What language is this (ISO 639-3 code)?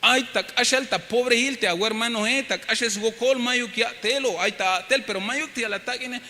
tzh